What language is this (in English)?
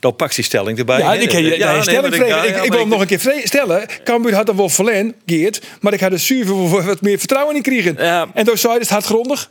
Western Frisian